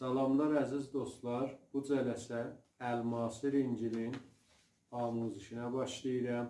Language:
South Azerbaijani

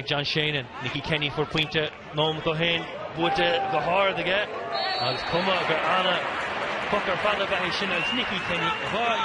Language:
Irish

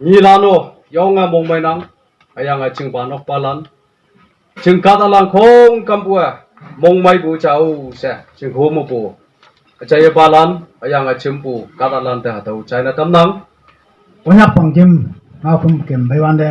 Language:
Konyak Naga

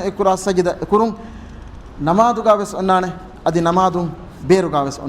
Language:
Divehi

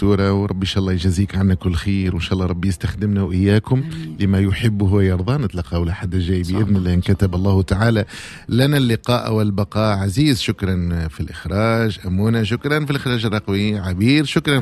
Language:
Tunisian Arabic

